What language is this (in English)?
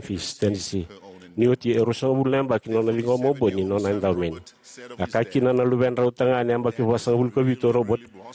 Fijian